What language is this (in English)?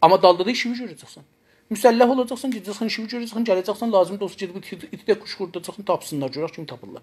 South Azerbaijani